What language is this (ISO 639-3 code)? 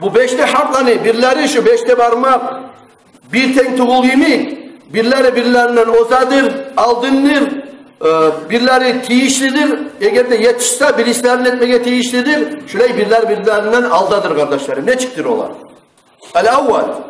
kum